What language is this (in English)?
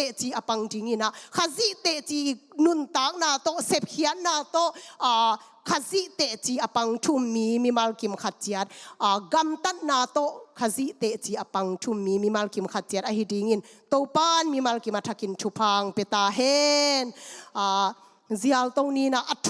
Tedim Chin